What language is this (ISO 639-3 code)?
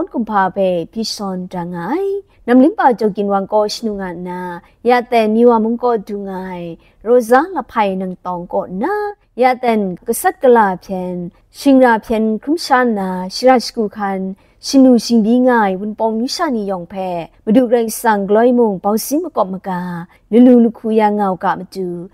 kac